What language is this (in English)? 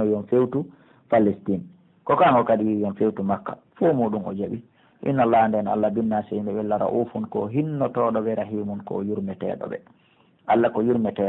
Pular